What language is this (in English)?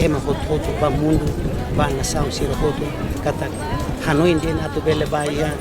Tetum